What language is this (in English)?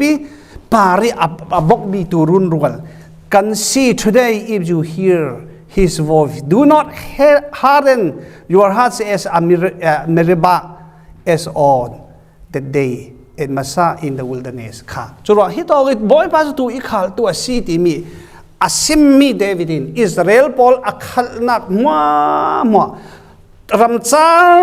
Falam Chin